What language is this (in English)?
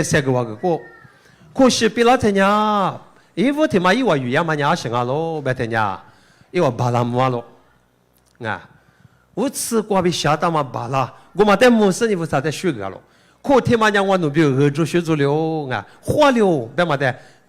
Lisu